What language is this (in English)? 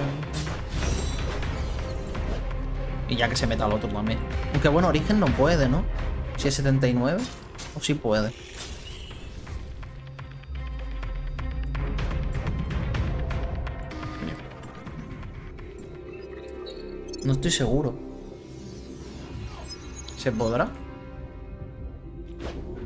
Spanish